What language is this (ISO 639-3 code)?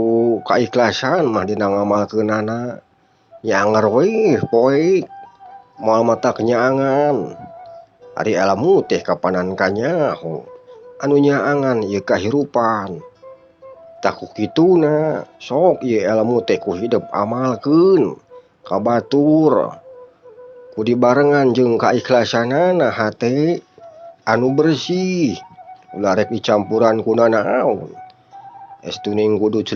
sun